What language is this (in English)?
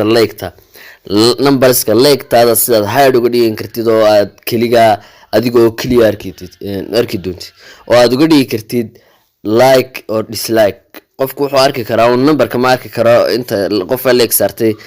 Somali